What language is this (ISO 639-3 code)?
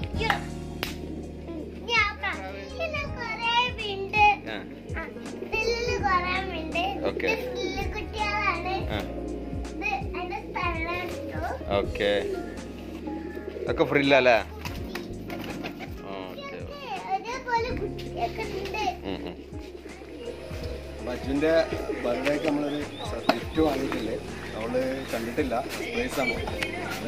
mal